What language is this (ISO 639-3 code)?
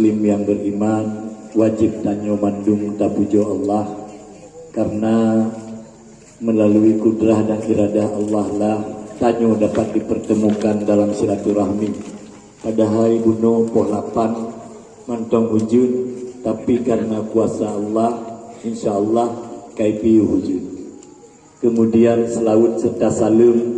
ace